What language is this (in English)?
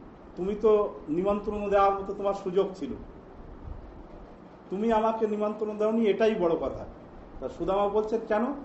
Bangla